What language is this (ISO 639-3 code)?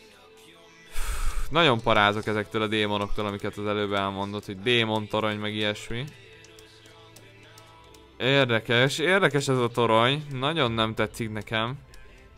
hun